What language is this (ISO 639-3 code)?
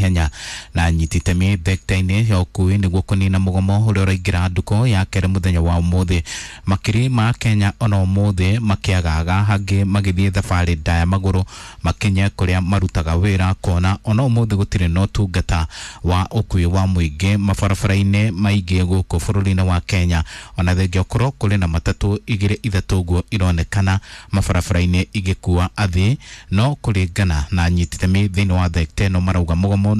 kik